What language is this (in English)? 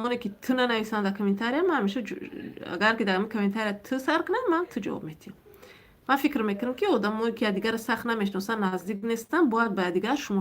Tajik